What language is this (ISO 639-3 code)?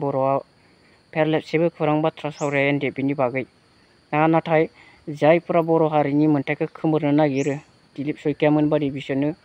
brx